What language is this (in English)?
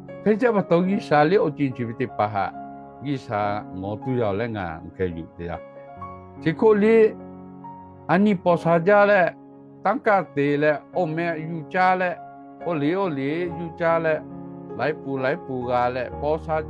Lahu